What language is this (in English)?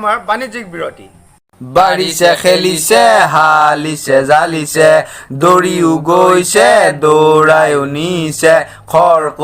Assamese